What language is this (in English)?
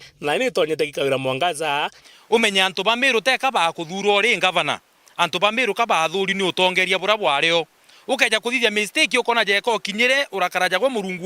Meru